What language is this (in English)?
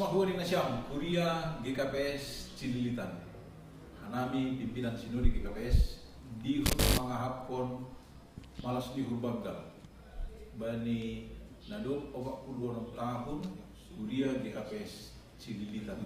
Batak Simalungun